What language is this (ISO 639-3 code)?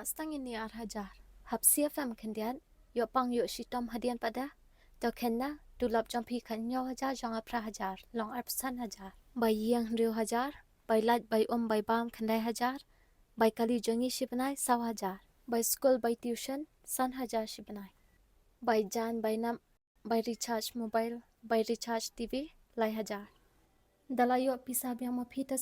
kha